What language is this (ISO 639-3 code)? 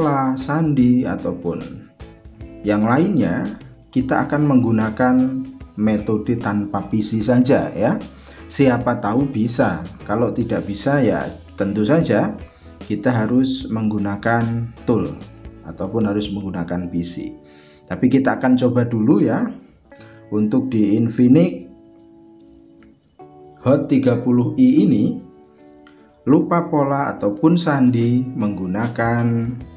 ind